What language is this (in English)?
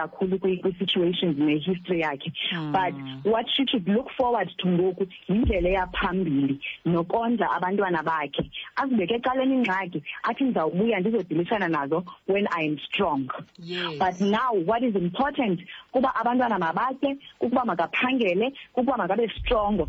Xhosa